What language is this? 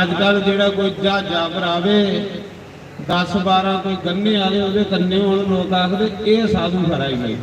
Dogri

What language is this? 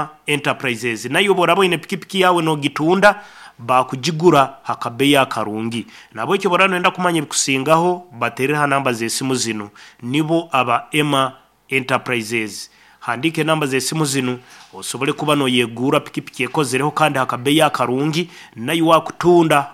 Nyoro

